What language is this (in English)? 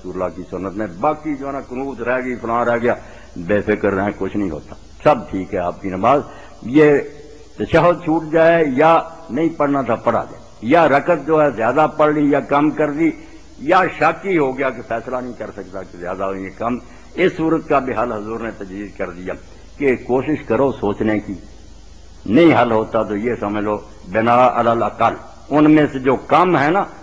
Urdu